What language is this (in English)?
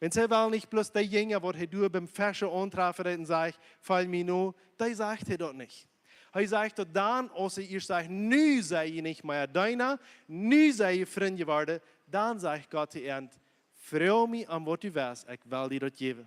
Plautdietsch